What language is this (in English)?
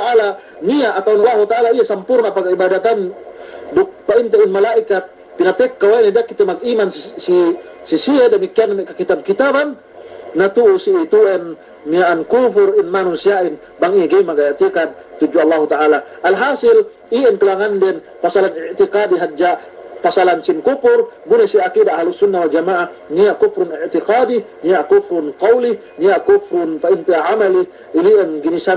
Yakan